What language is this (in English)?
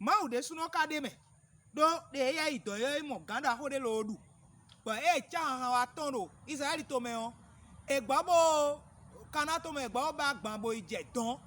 Fon